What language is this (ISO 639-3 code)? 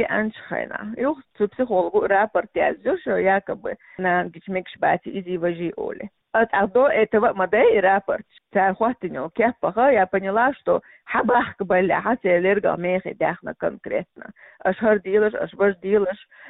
che